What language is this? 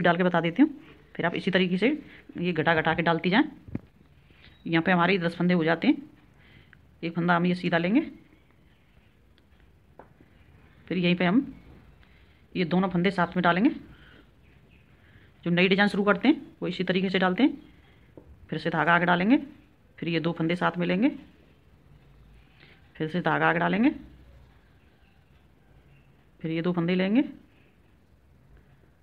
Hindi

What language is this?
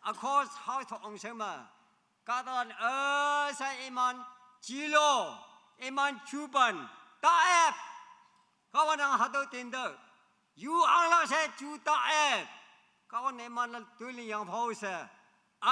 Naga Pidgin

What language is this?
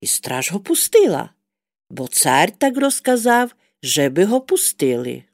Rusyn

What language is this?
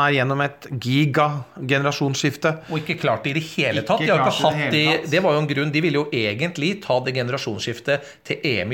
Norwegian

